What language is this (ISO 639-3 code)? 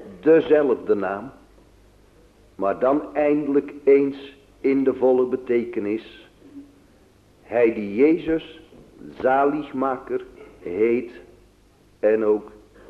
nld